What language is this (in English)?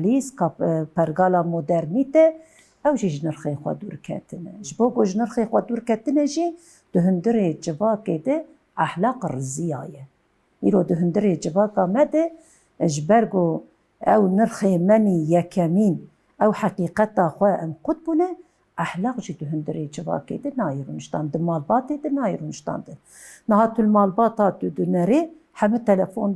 Kurdish